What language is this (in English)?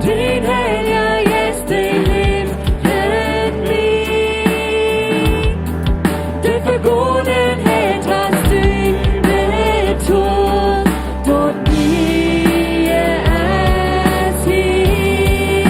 Plautdietsch